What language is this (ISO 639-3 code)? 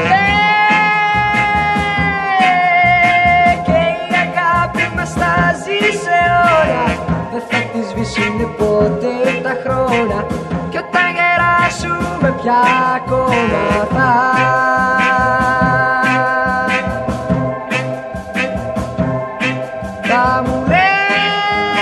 ell